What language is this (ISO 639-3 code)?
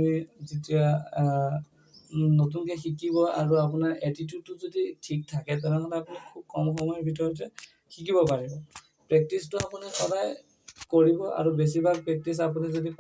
asm